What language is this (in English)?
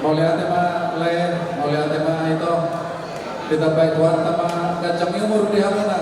Batak Toba